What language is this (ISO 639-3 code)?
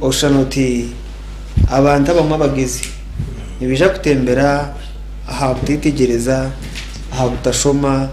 nyn